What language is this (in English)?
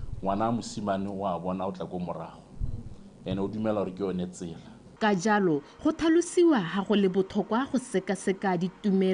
Tswana